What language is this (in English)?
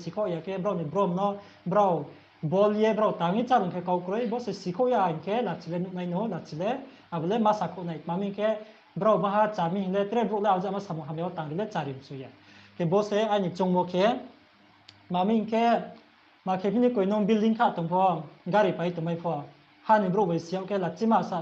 Riang (India)